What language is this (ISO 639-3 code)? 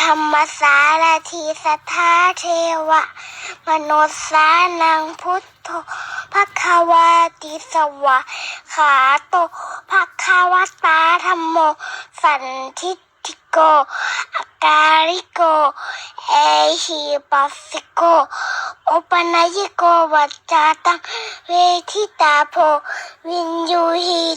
pli